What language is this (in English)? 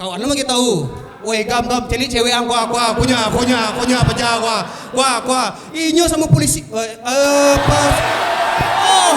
Minangkabau